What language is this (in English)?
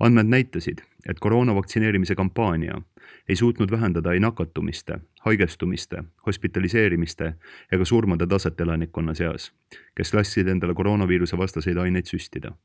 Estonian